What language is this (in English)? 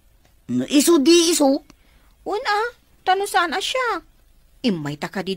Iloko